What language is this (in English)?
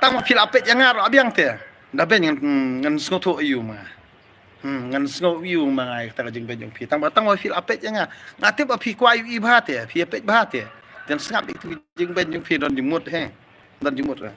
Khasi